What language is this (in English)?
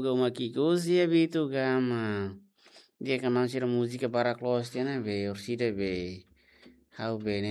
Tetum